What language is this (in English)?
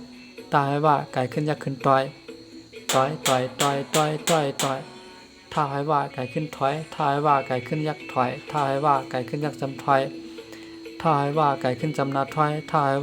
Shan